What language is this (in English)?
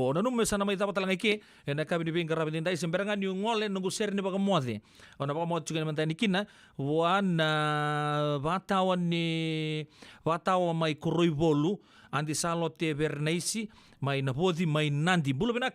Fijian